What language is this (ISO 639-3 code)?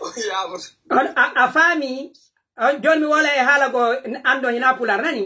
fuf